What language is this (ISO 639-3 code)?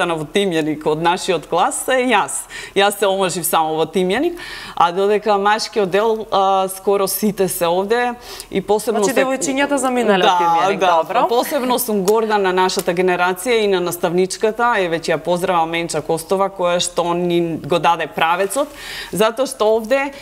mkd